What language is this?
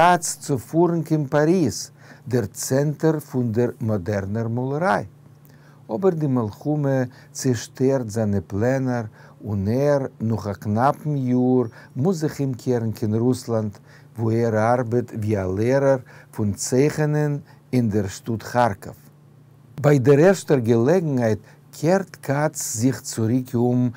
Yiddish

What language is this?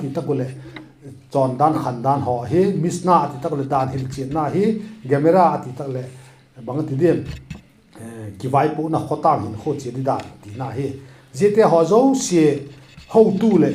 Vaiphei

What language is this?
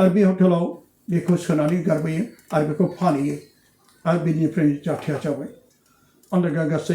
Bodo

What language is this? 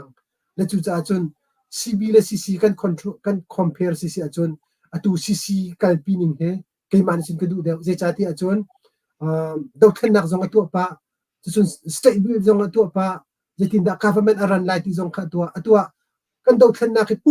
Hakha Chin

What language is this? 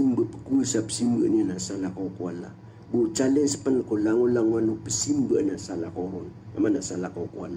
Maranao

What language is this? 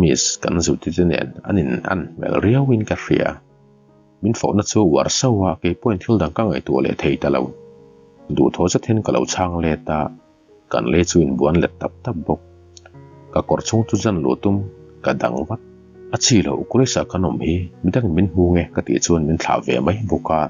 Mizo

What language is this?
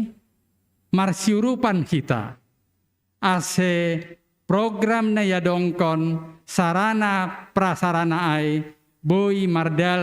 Batak Simalungun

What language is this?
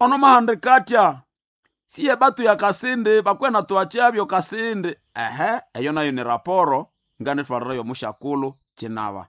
Nande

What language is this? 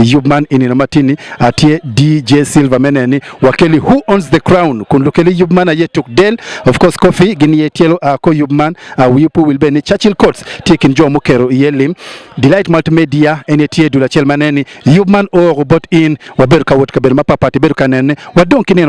Acoli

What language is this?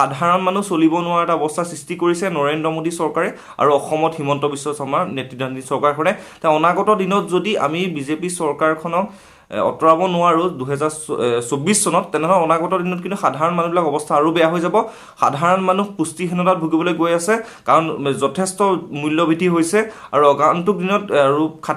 Assamese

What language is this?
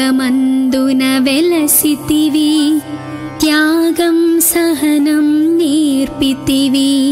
Telugu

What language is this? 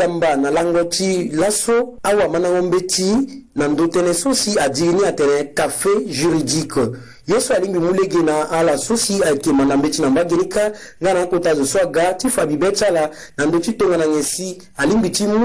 Sango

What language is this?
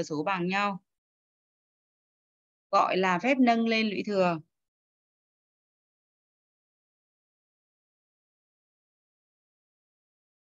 Vietnamese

